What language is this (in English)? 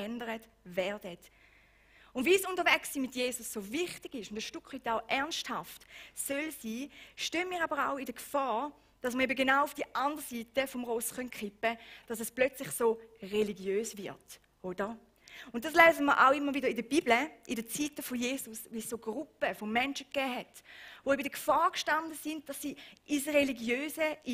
Swiss German